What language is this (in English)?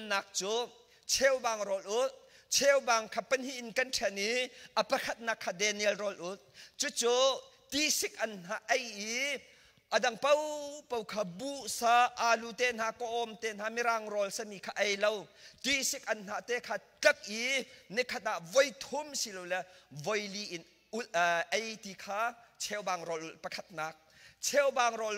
Hakha Chin